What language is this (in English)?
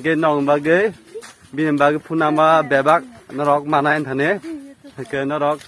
Kok Borok